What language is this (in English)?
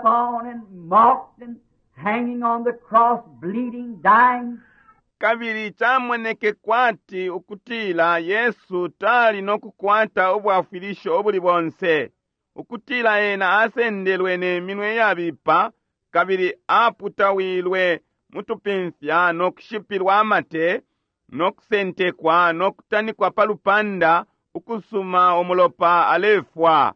Bemba